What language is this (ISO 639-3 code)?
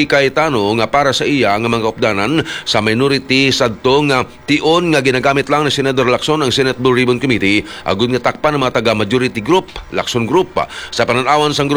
hil